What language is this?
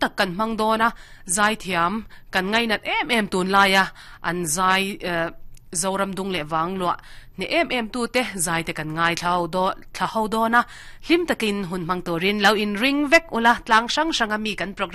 Mizo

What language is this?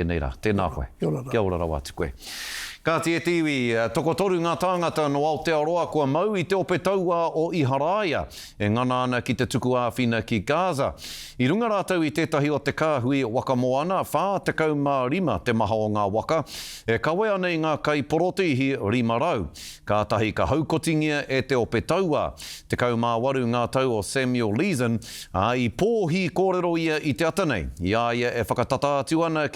Māori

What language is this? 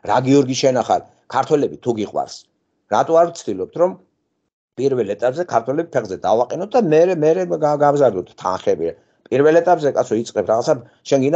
Georgian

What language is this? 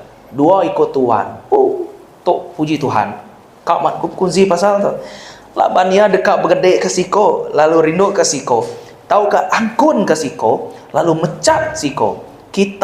Iban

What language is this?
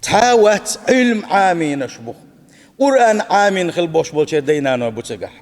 Chechen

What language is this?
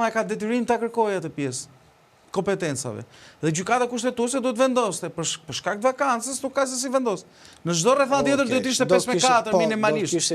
Albanian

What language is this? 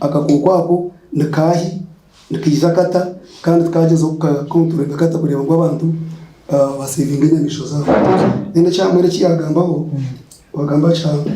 Nyankole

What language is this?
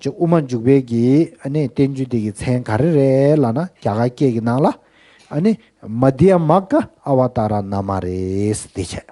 Tibetan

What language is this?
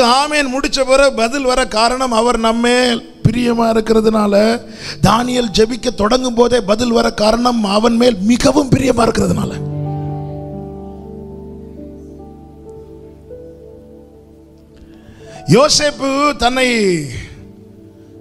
Tamil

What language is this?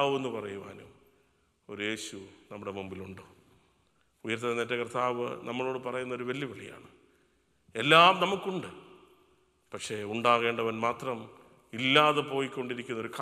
Malayalam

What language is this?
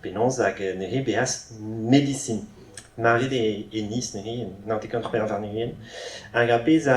Breton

